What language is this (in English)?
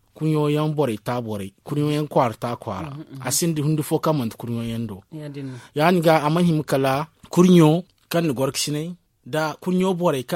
Zarma